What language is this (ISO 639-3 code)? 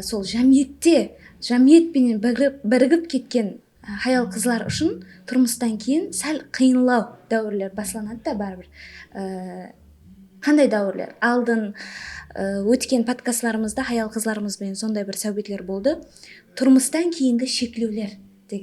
kaa